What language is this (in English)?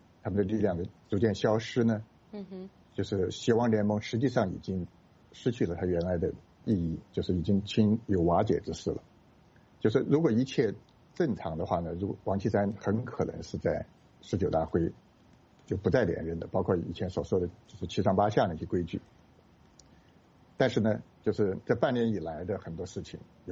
Chinese